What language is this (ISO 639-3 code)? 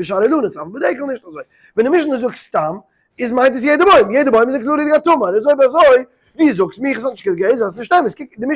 yid